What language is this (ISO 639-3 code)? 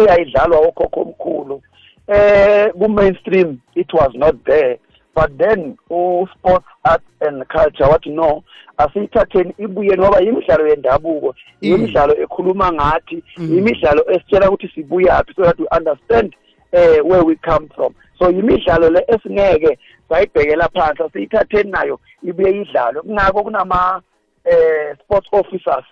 nbl